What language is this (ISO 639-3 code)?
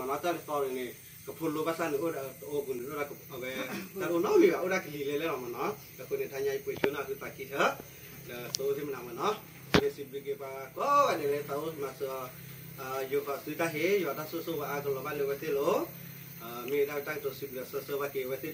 ksw